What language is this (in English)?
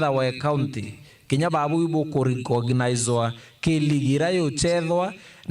Meru